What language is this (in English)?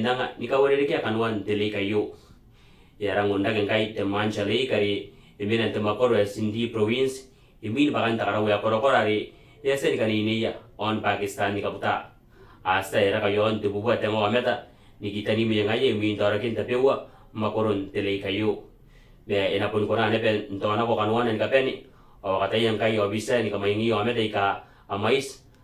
Gilbertese